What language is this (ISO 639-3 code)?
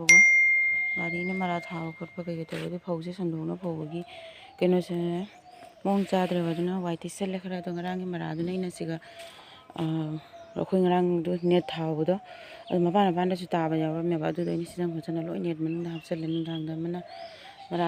mni